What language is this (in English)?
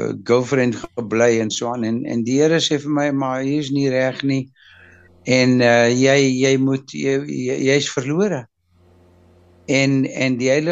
Afrikaans